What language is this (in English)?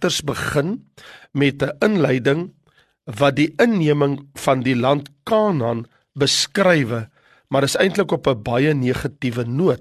Afrikaans